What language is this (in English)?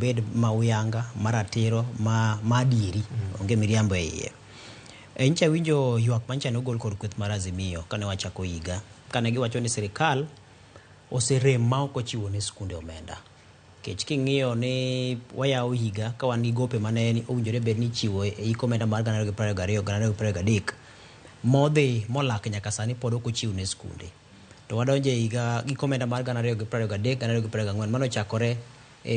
Luo (Kenya and Tanzania)